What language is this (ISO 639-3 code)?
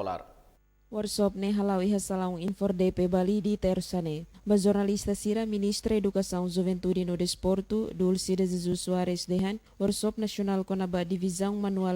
tet